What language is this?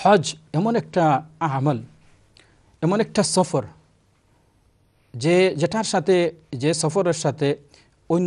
Bangla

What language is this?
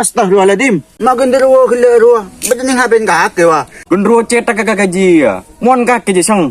Madurese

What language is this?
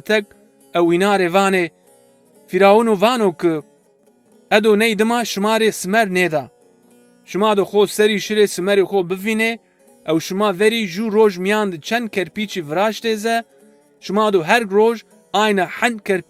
Zaza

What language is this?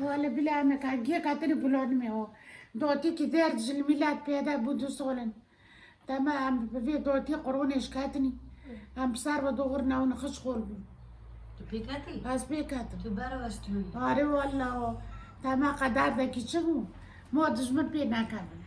Kurdish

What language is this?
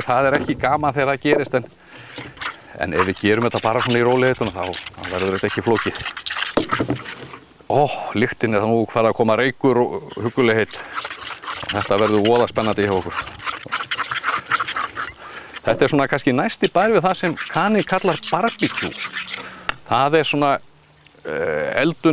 Icelandic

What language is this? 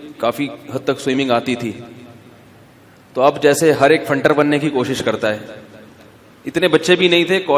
Urdu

